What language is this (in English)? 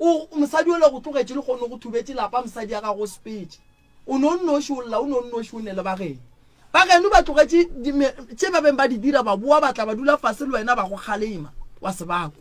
Northern Sotho